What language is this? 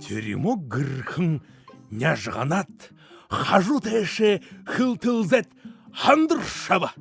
Buriat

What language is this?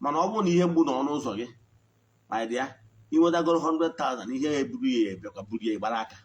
Igbo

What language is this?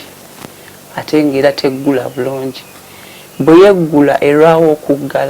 Ganda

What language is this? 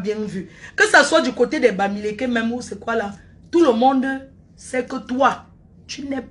French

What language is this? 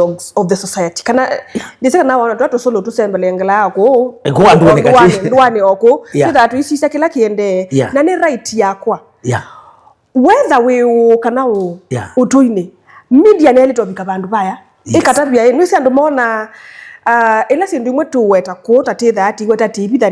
Kamba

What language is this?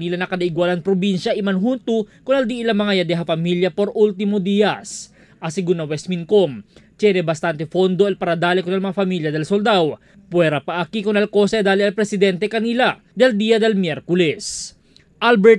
Chavacano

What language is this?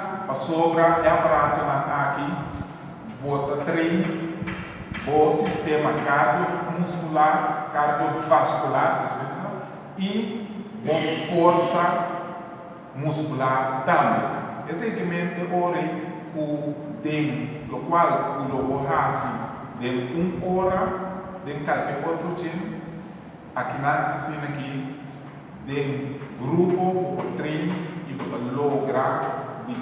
Papiamento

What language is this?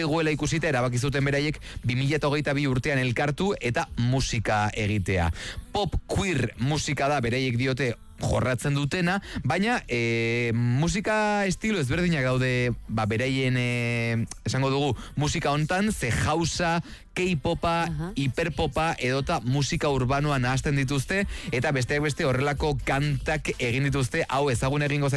Basque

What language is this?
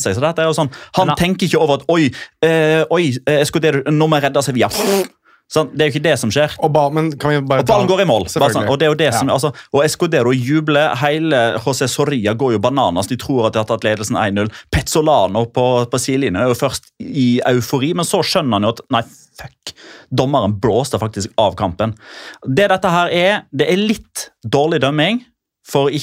Norwegian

